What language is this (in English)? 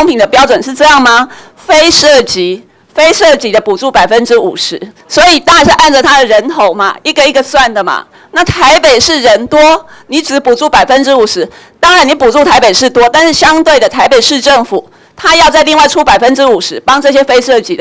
Chinese